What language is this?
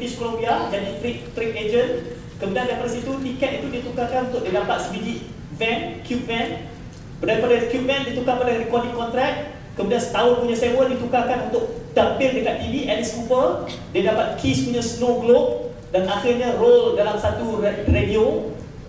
Malay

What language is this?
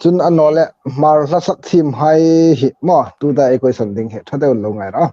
Hmar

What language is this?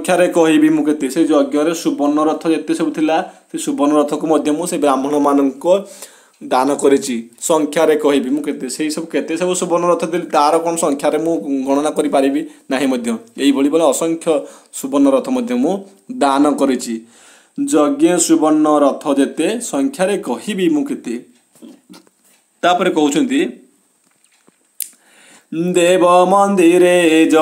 Odia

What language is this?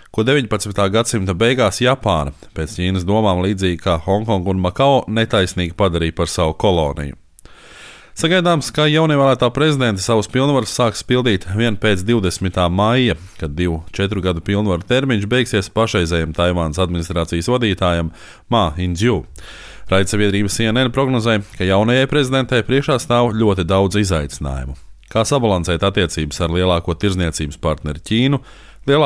Latvian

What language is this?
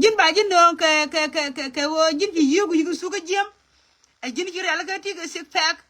Nuer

